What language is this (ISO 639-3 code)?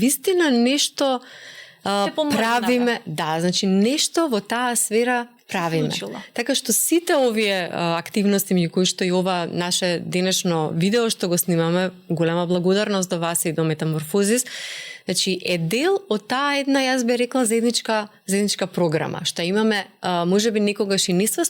mkd